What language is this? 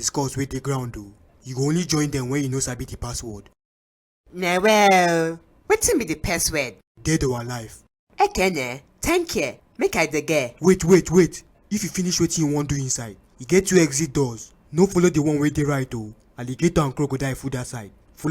Nigerian Pidgin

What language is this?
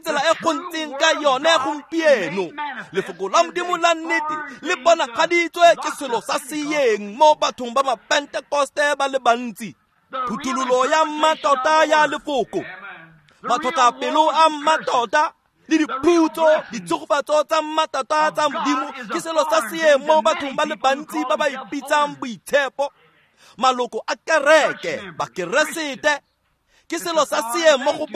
Tswana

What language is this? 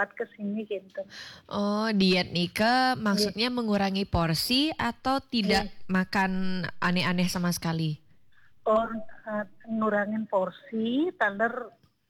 Balinese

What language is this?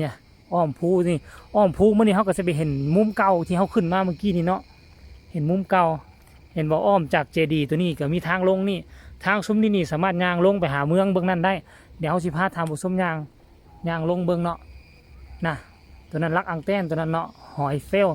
Lao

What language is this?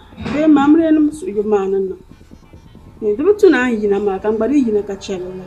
Dagbani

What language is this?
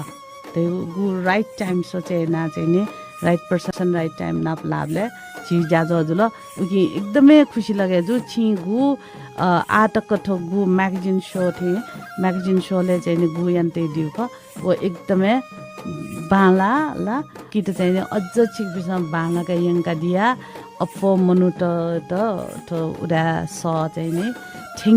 Newari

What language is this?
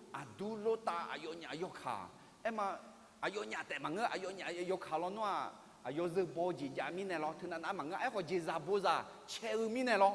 Akha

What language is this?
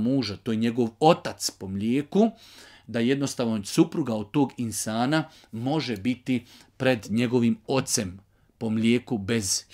Bosnian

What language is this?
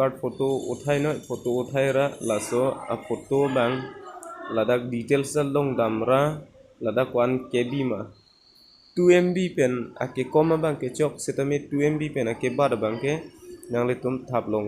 Karbi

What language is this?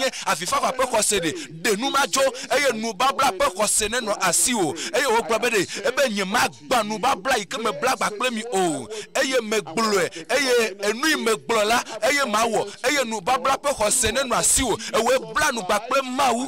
Ewe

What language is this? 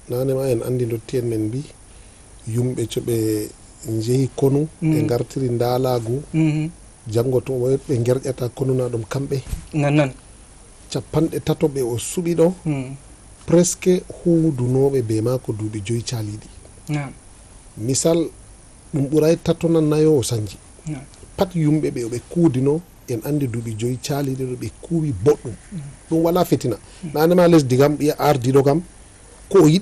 Fula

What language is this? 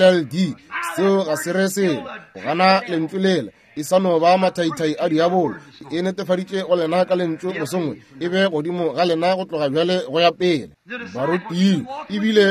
Northern Sotho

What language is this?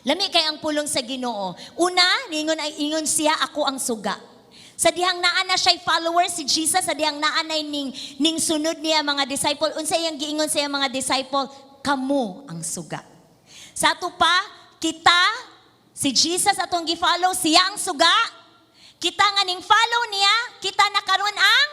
Cebuano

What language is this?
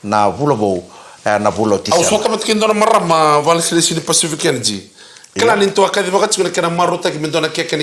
Fijian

